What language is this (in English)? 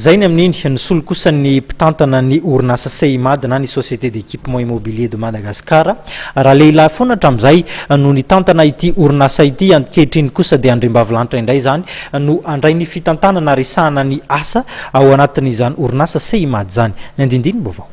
Malagasy